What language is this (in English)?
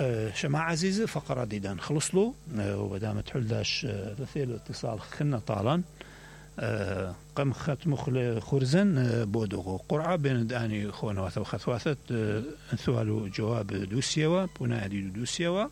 Mesopotamian Arabic